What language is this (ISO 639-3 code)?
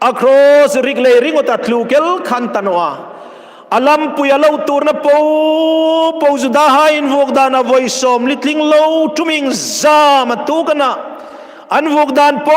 hmr